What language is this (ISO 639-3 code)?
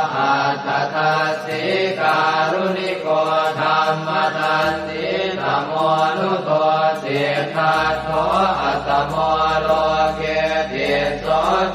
pli